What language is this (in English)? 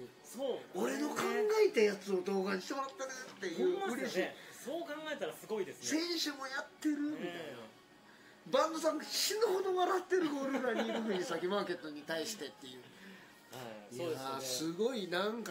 Japanese